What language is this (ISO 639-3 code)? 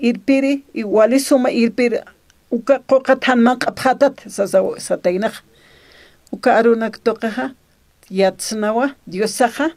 aym